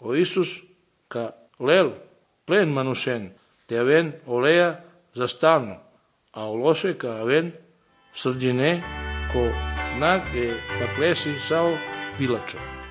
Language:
Serbian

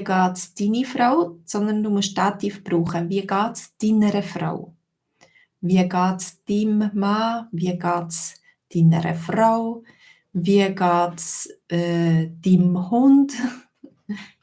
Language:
Swiss German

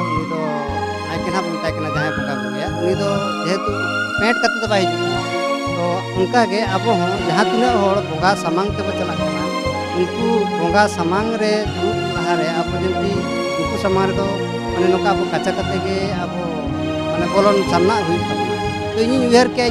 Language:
Santali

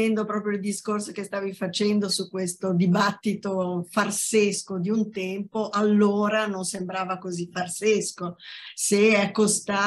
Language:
Italian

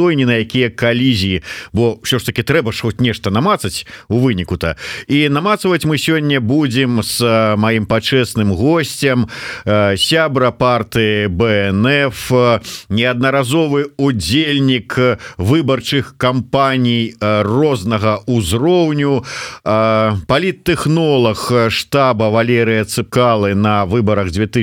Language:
Belarusian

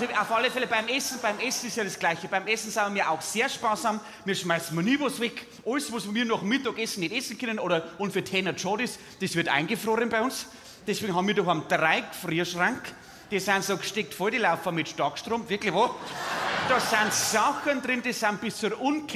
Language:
Bavarian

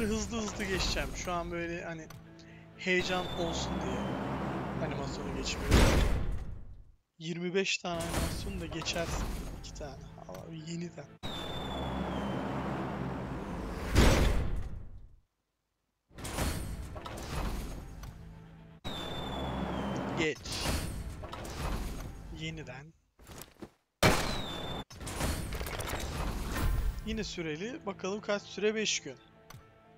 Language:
Turkish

